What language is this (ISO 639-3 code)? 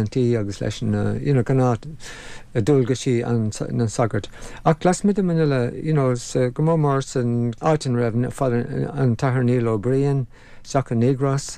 gle